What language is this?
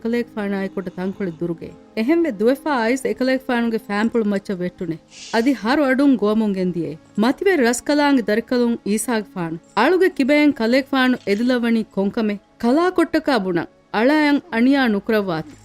Divehi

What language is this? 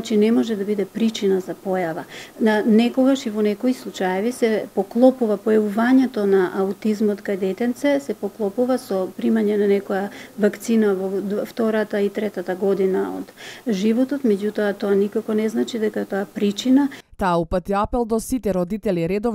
Macedonian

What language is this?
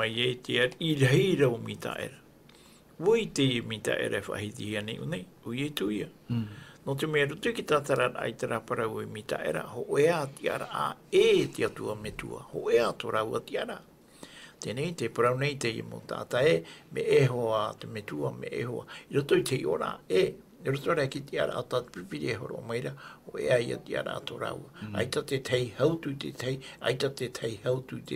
Tahitian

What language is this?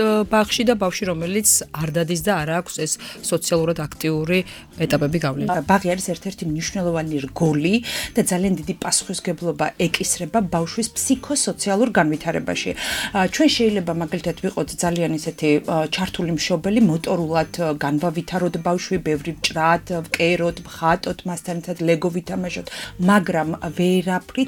Georgian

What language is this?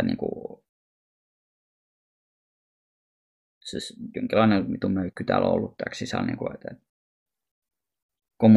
Finnish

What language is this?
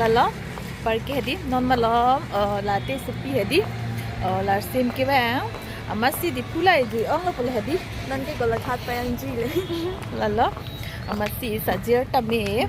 Karbi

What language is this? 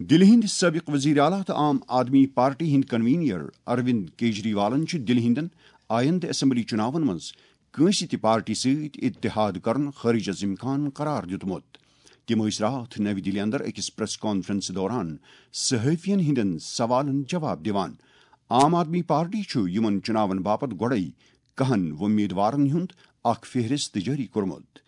Kashmiri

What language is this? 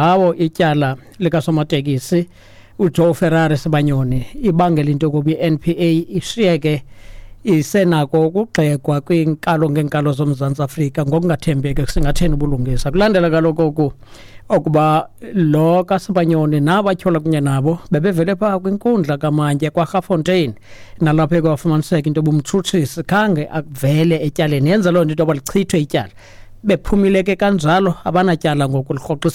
Xhosa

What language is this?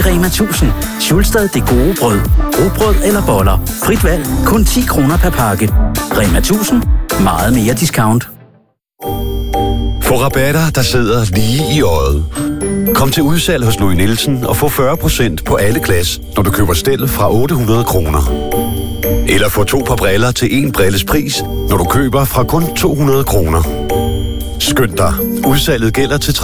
Danish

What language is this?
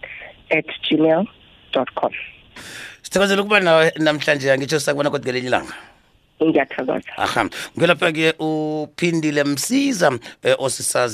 South Ndebele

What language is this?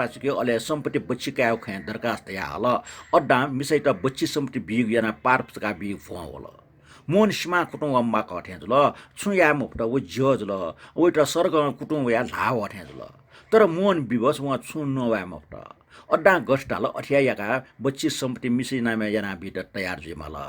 Newari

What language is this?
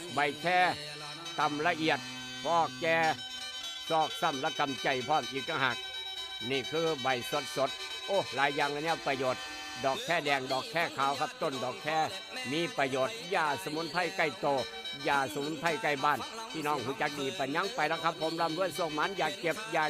Northeastern Thai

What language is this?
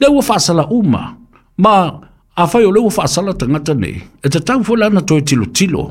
Samoan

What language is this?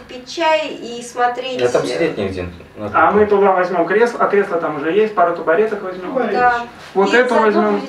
Russian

